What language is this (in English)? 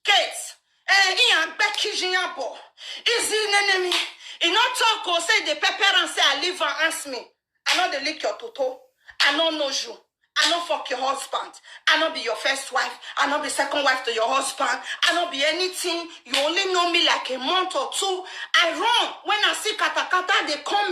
Nigerian Pidgin